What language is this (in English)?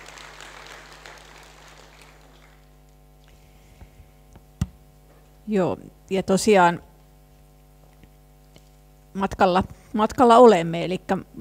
Finnish